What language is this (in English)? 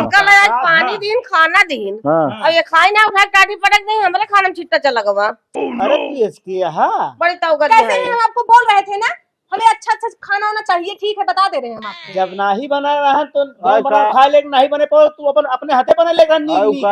Awadhi